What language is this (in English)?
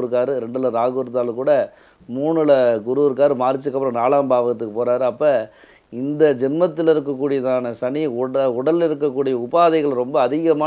Tamil